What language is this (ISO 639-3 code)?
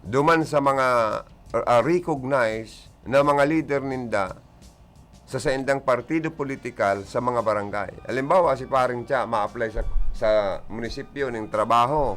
bik